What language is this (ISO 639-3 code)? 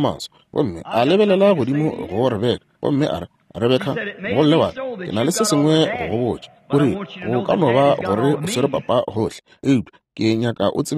nso